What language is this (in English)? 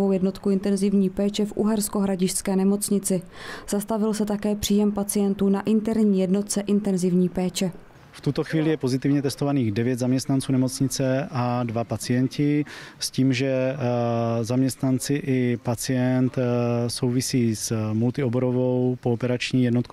Czech